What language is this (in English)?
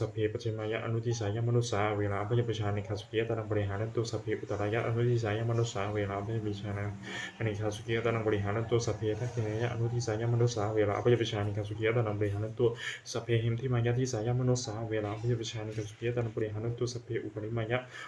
Pali